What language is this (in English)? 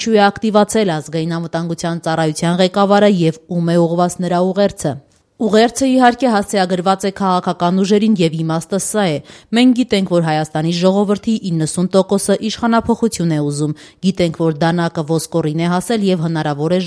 Armenian